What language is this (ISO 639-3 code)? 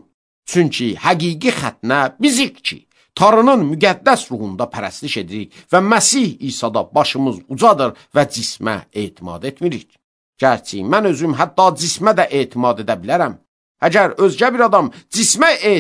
aze